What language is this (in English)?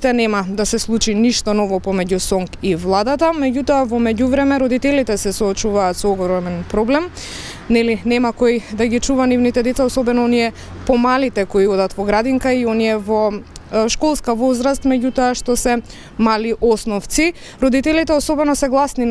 Macedonian